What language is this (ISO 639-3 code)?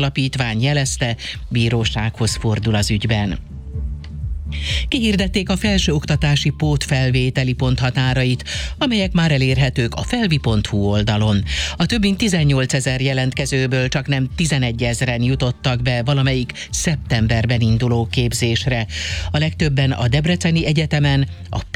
hun